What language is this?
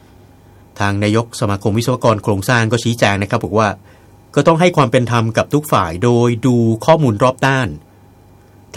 Thai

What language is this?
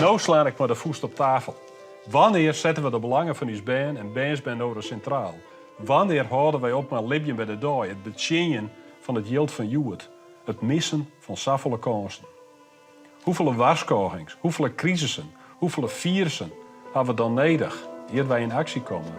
Western Frisian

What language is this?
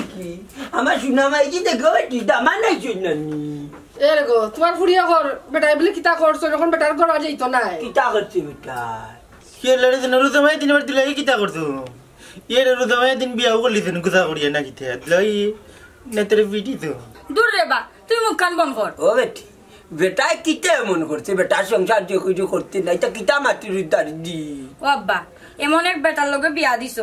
Sylheti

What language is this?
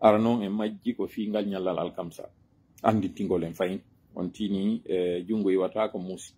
Pular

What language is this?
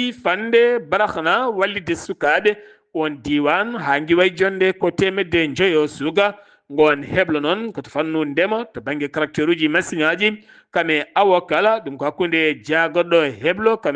Fula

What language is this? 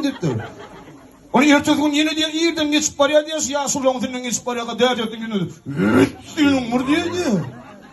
Turkmen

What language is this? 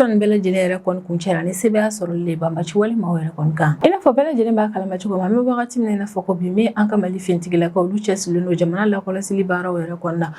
Bambara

